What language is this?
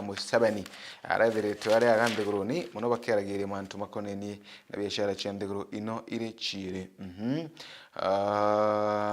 Meru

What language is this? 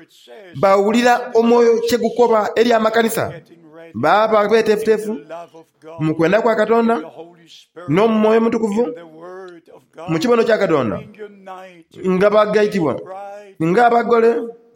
Soga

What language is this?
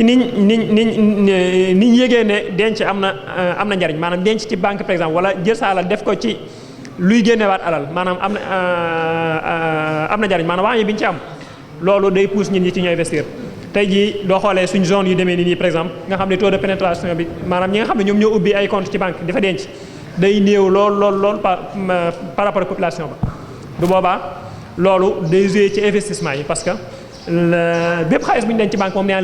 Wolof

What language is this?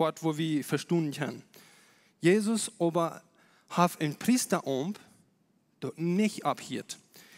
Plautdietsch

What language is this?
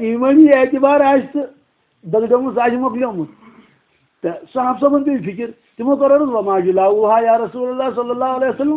Kashmiri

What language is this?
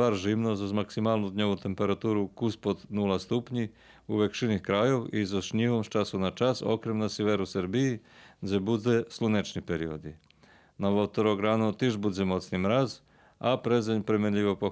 Rusyn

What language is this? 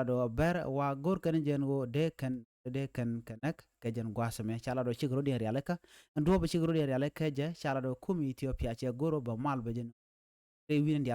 Nuer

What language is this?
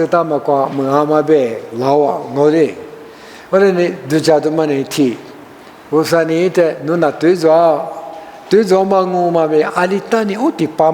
Lisu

